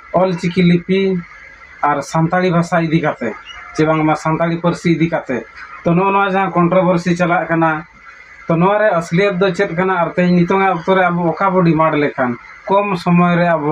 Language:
Santali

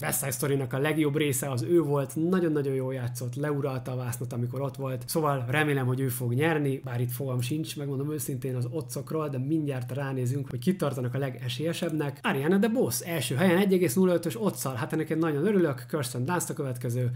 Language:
Hungarian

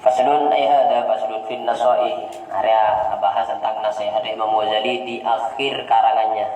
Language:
Madurese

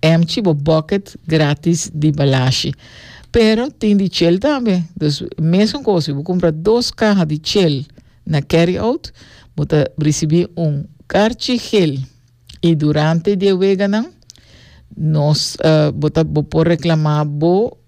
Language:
Papiamento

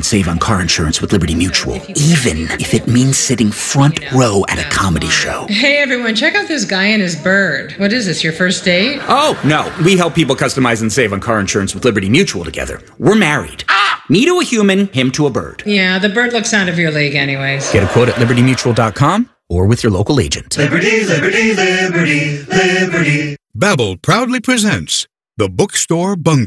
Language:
English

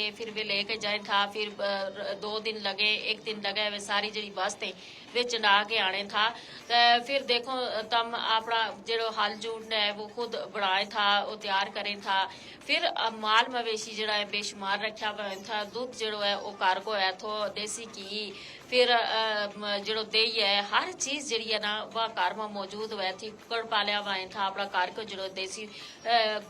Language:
Gujari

